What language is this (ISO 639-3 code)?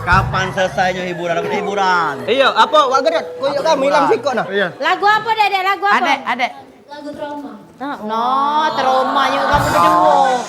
mui